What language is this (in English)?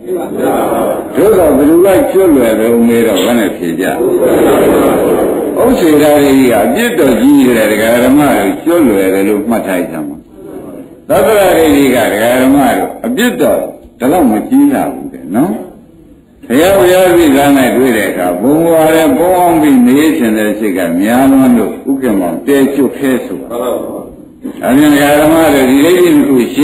Burmese